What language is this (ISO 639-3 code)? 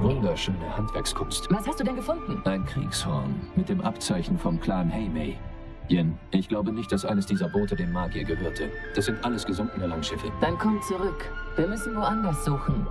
gsw